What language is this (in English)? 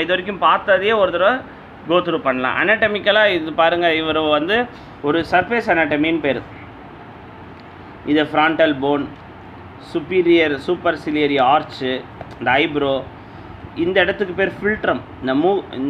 Tamil